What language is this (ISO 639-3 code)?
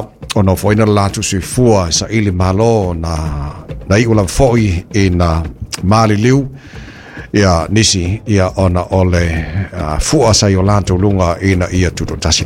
smo